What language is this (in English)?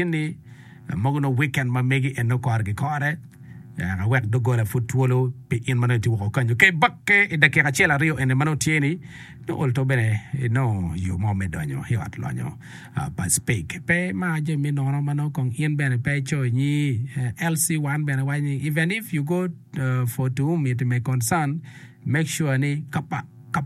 Acoli